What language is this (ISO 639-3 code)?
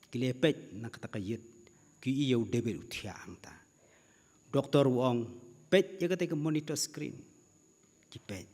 kha